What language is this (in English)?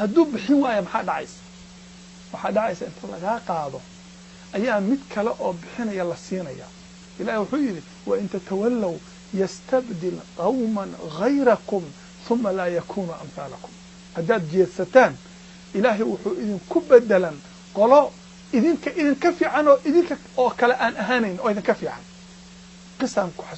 Somali